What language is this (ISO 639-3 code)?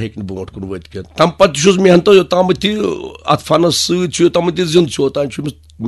kas